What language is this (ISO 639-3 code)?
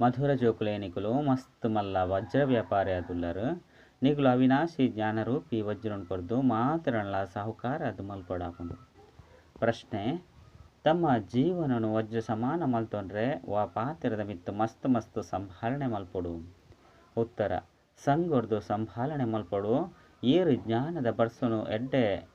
tcy